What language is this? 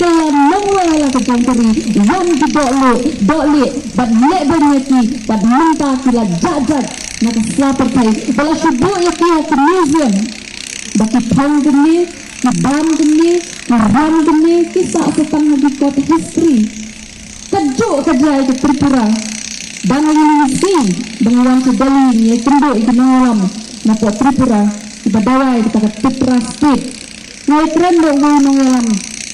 Khasi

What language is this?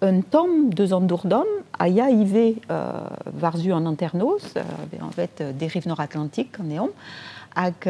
Breton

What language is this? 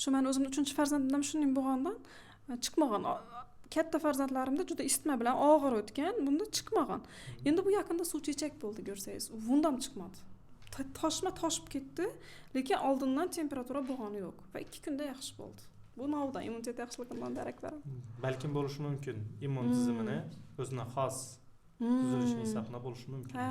Uzbek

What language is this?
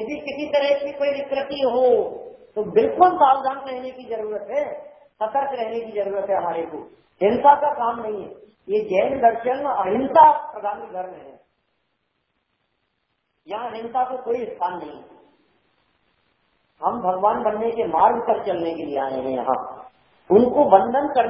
Hindi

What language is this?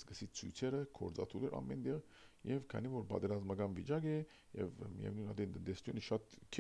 Armenian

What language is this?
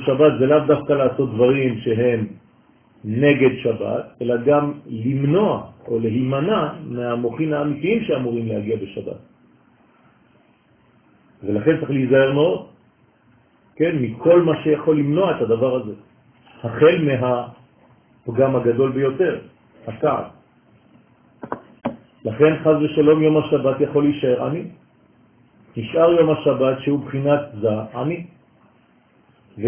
Hebrew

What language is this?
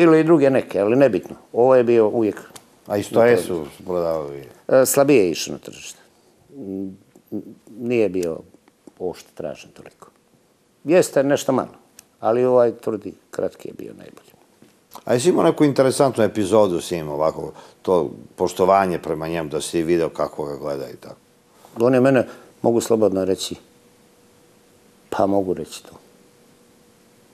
Serbian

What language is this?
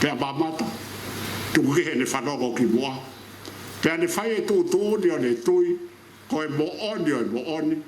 Tongan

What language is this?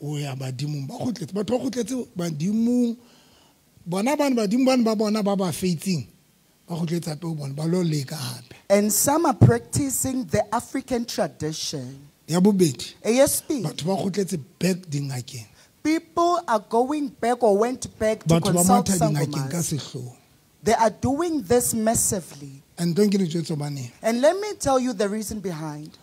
Southern Sotho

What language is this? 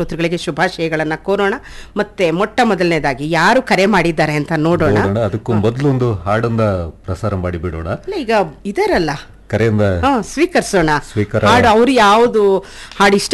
Kannada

